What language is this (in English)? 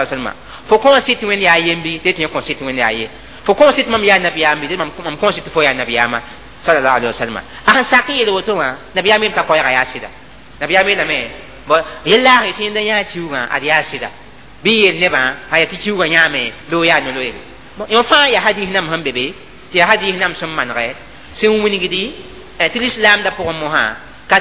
Mossi